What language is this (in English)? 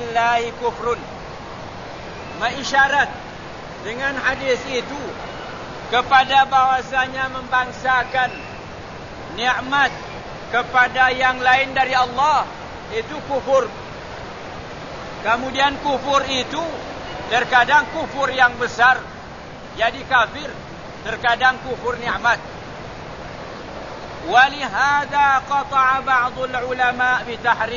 Malay